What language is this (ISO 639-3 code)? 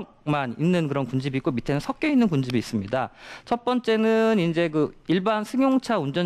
kor